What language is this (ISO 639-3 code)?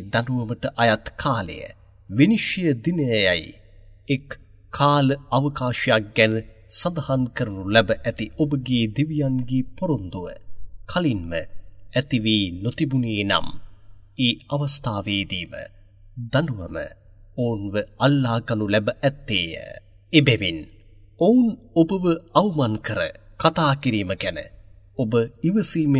sin